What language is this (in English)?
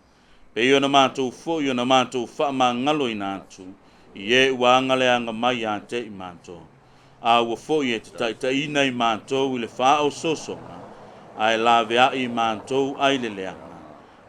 Samoan